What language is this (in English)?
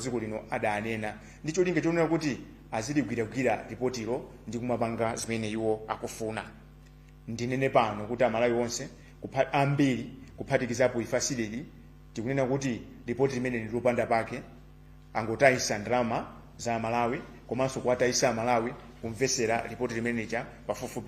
Nyanja